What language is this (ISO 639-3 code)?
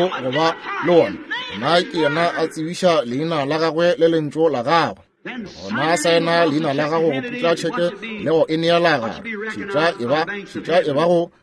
nso